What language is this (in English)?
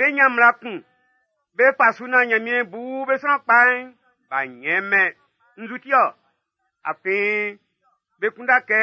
Baoulé